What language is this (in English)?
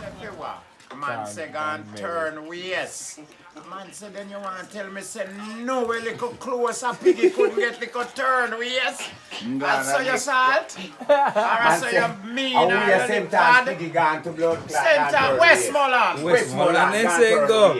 Jamaican Creole English